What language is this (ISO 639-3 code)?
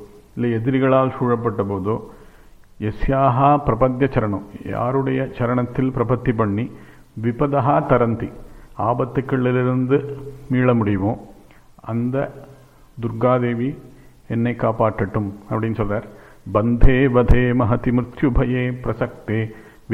tam